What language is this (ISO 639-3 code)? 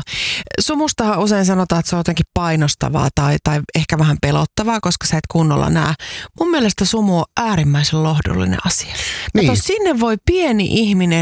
fin